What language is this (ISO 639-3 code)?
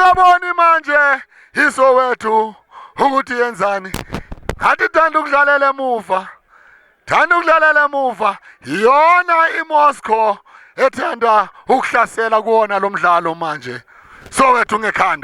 zul